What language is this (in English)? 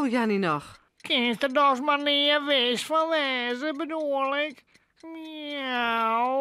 Western Frisian